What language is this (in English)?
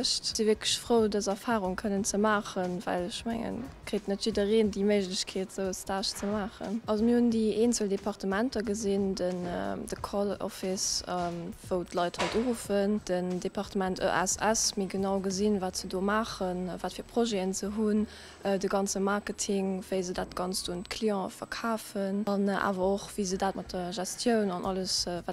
Luxembourgish